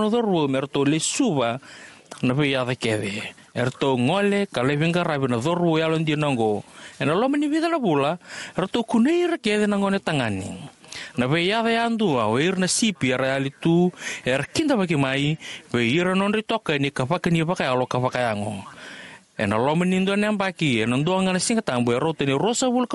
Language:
Fijian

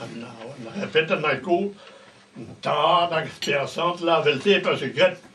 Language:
Breton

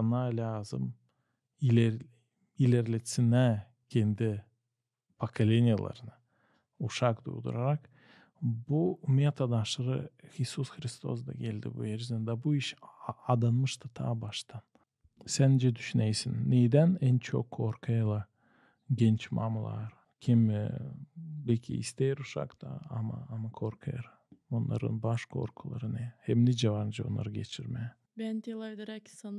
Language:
Gagauz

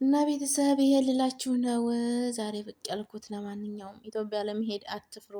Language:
Amharic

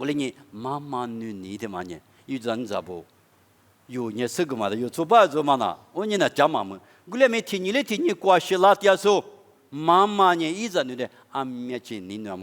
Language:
Lisu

